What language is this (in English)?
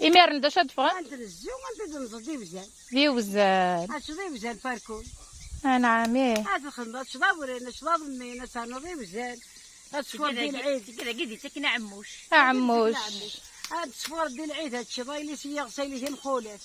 Kabyle